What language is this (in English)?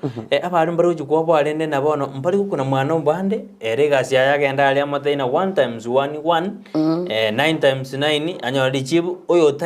Gusii